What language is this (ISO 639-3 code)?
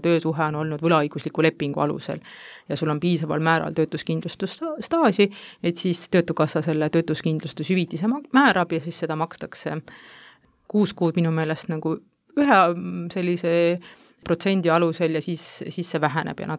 est